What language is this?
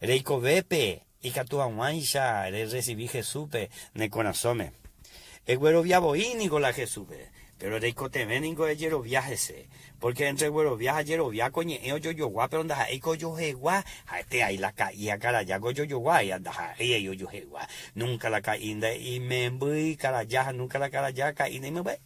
Guarani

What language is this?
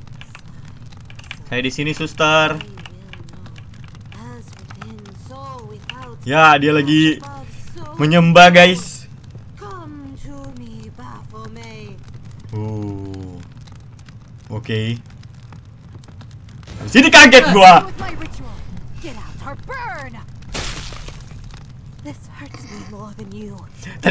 Indonesian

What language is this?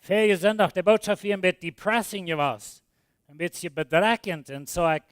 Plautdietsch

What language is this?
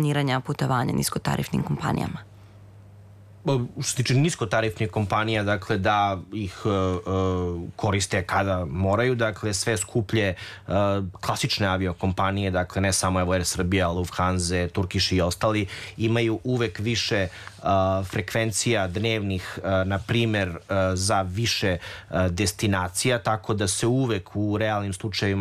Serbian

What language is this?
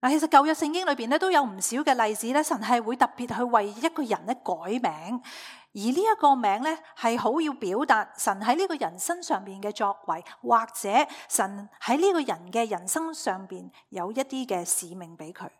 Cantonese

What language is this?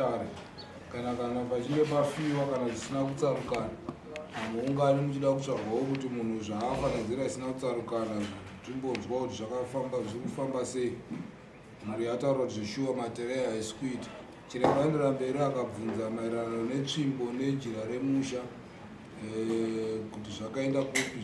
Shona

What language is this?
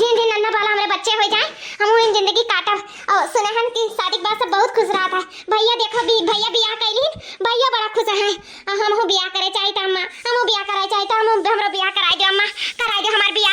Awadhi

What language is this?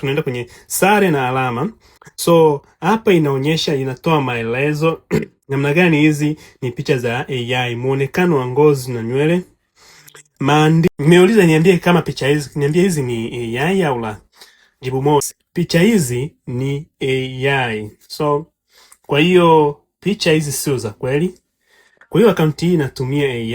Swahili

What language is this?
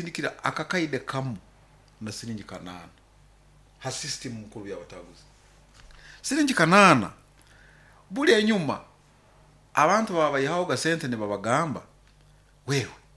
Nyoro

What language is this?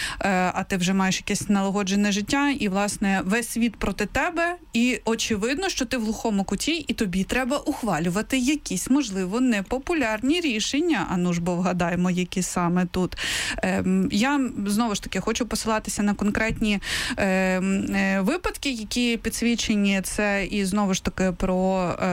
Ukrainian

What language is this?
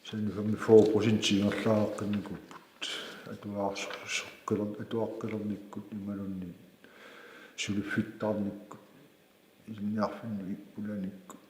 Kalaallisut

